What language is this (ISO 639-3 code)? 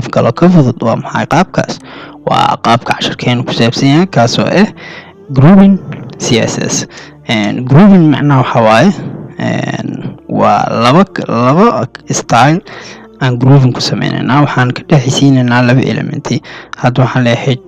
som